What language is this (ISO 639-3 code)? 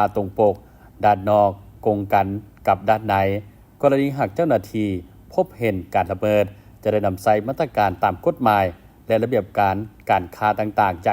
lao